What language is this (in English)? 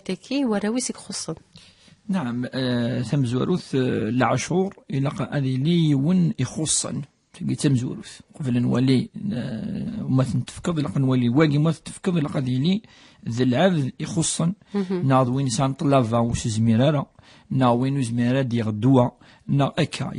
Kabyle